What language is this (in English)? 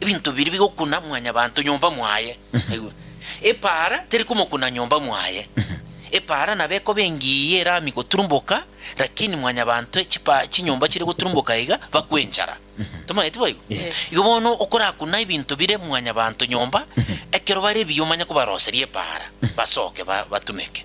Gusii